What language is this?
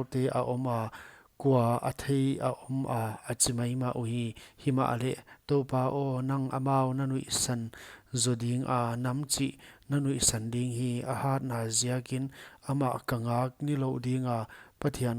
Paite Chin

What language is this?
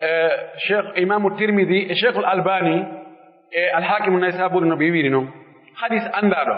Pular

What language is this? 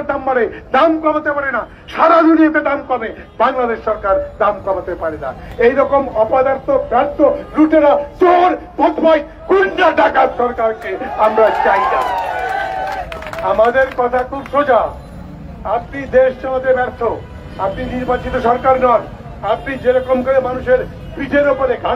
Bangla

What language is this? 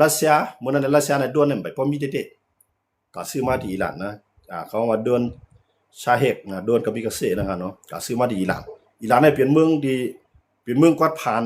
Shan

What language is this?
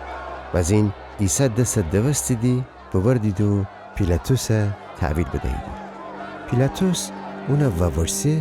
Gilaki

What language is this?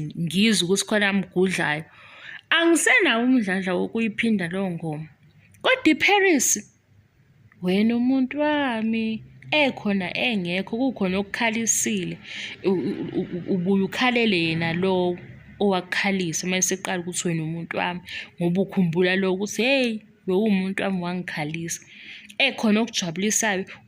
Zulu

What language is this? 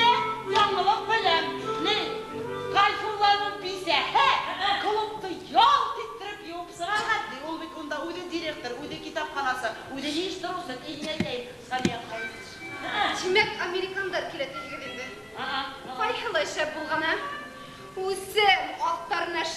Bashkir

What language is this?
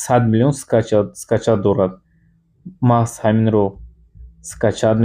Tajik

